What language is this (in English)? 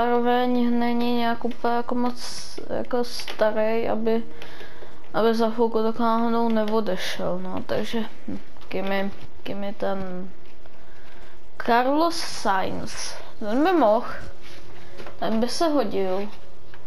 Czech